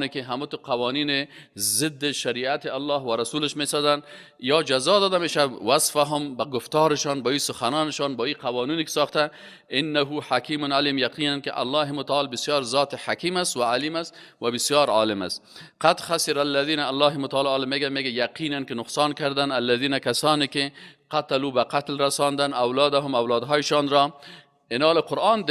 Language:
Persian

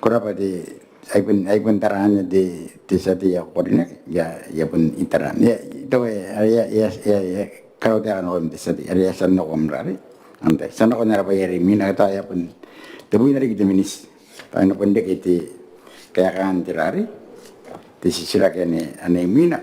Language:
Gilbertese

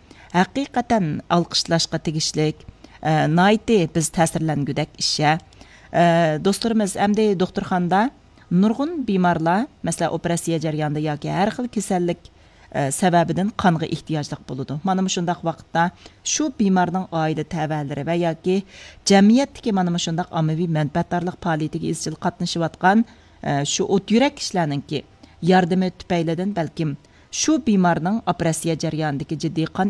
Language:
Uyghur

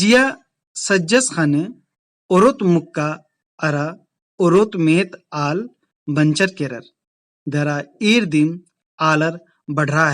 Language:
Kurukh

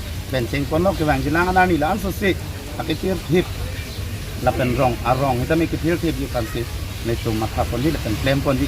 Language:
Karbi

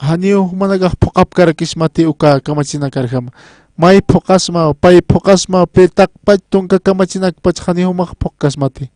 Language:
Aymara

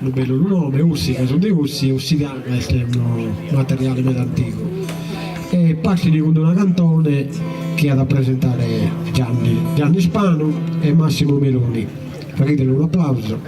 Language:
Sardinian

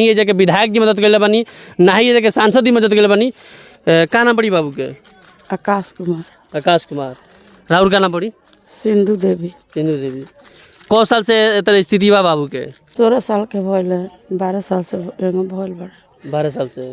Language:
Bhojpuri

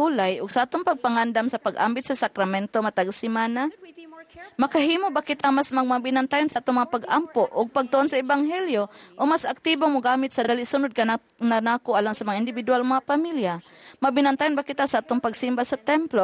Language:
Cebuano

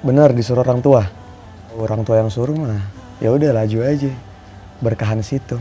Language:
Betawi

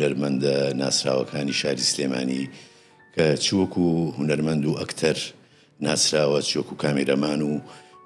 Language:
Central Kurdish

